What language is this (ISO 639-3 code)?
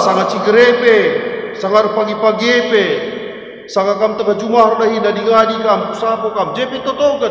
btx